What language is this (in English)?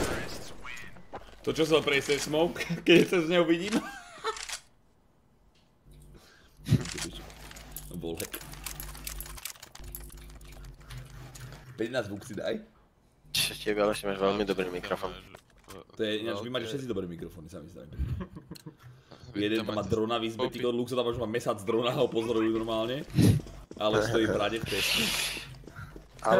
Slovak